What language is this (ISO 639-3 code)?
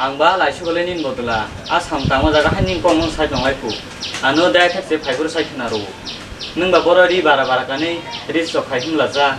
trp